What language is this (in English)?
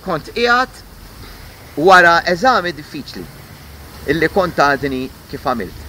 Maltese